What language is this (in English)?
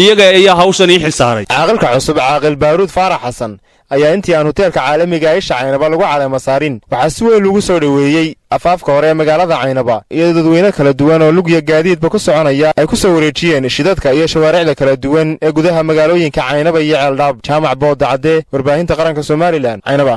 Somali